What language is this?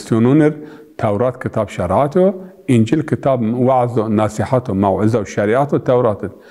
Zaza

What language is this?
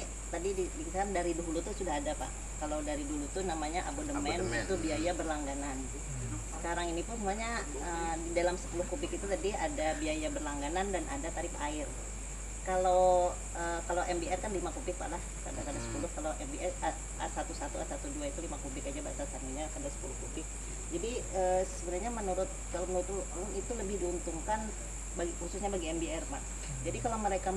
Banjar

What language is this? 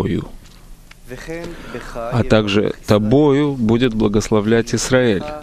Russian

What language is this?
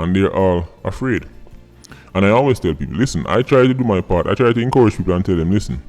Jamaican Creole English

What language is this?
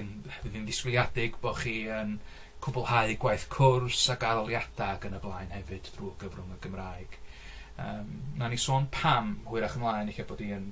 Welsh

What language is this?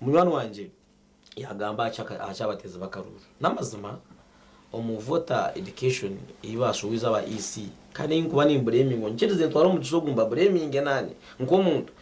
Nyankole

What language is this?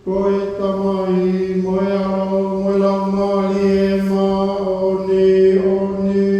Tongan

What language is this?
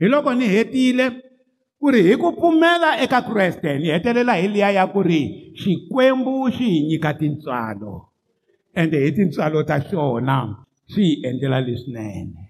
Tsonga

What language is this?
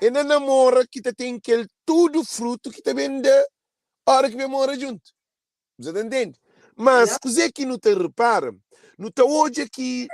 Kabuverdianu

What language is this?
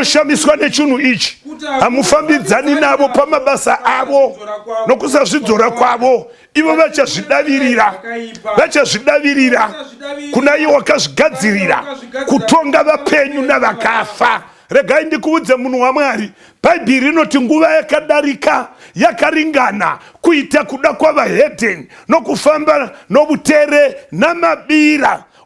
Shona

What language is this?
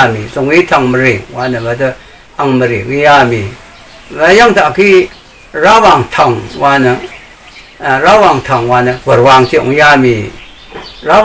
Rawang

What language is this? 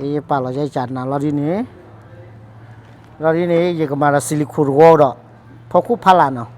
S'gaw Karen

